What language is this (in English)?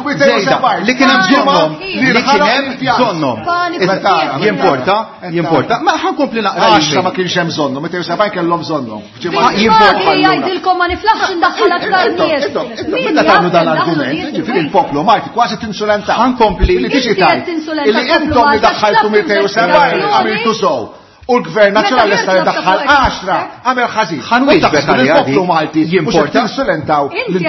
Maltese